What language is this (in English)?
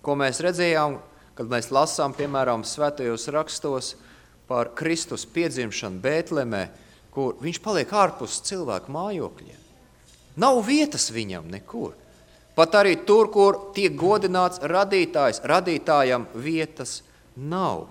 Latvian